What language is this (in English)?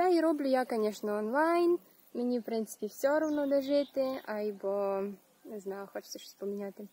Rusyn